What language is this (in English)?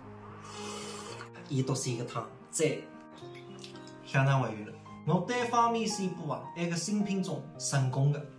Wu Chinese